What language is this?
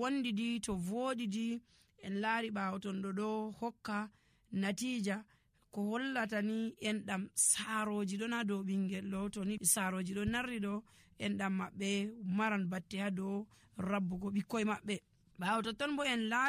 Nigerian Fulfulde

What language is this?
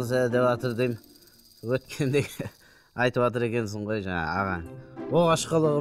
Kazakh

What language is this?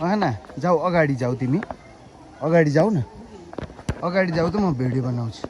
Nepali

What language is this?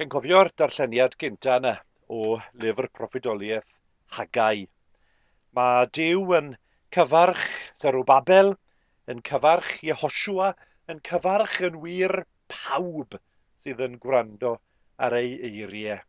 Welsh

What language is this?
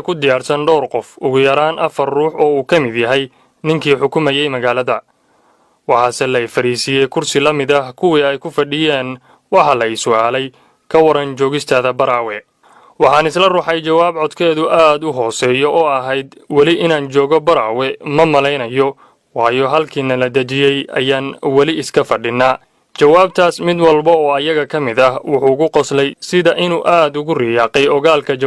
Somali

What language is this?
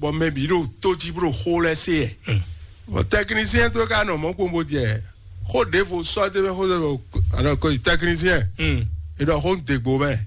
Fon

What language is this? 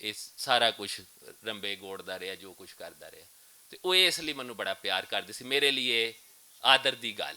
Western Panjabi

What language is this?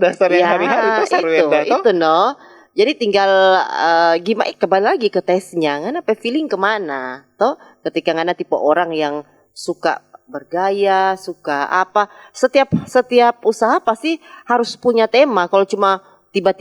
Manado Malay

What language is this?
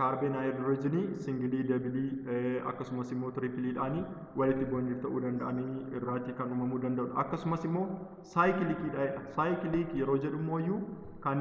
Oromo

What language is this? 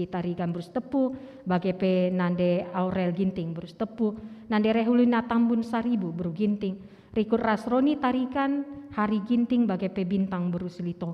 Batak Karo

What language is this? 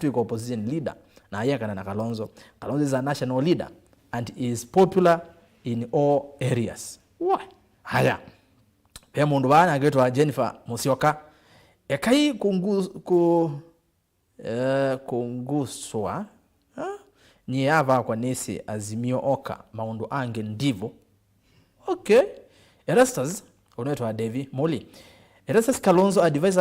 Kamba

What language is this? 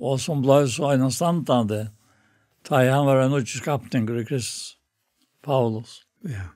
Faroese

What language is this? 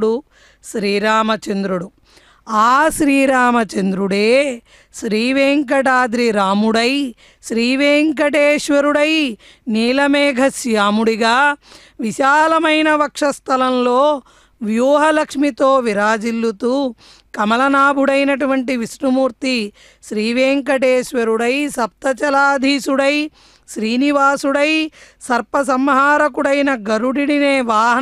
Telugu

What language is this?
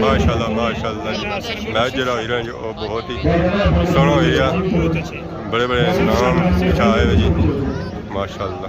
Pahari-Potwari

